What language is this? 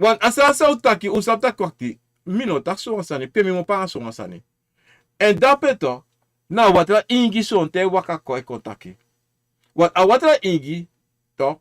Sranan Tongo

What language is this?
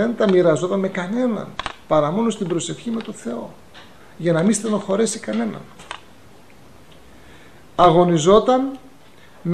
Greek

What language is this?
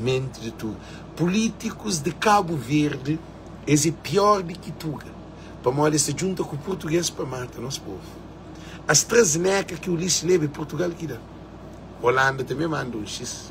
Kabuverdianu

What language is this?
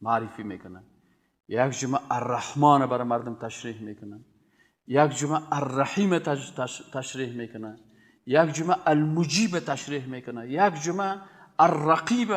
Persian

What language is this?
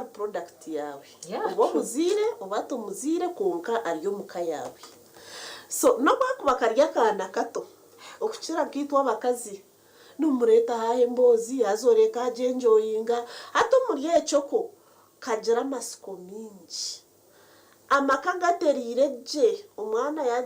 Nyankole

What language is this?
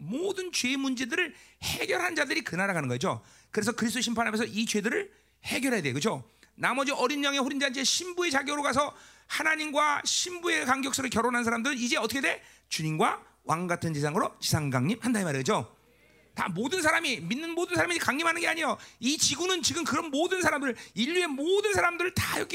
Korean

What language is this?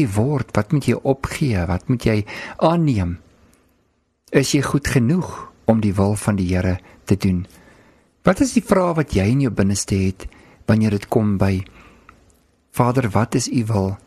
Afrikaans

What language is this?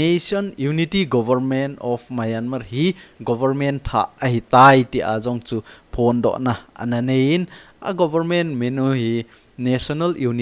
Thado Chin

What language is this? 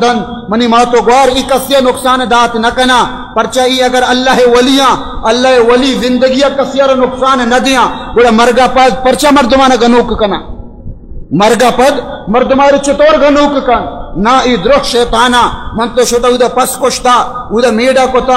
Baluchi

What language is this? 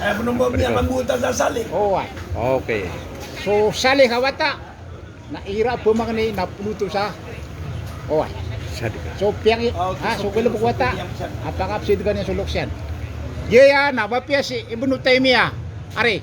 Maranao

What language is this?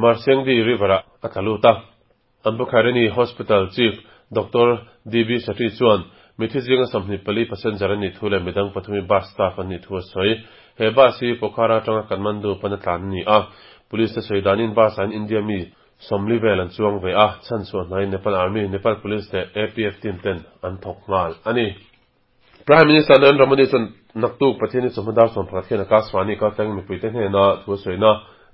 Mizo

